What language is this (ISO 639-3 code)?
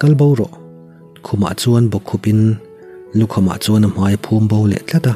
lus